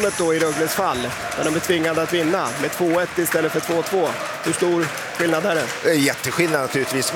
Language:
Swedish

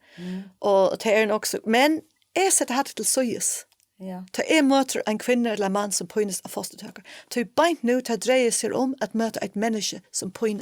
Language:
Faroese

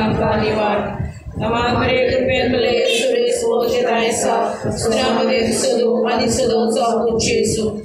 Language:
Konkani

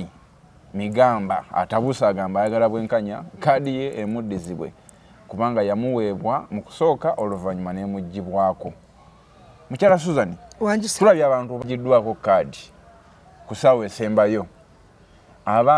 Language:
Ganda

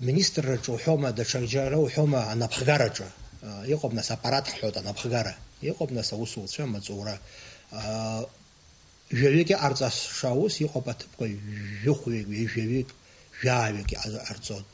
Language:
Abkhazian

